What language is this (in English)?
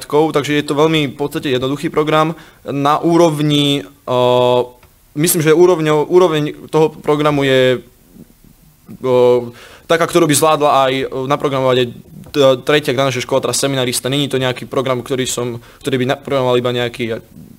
Slovak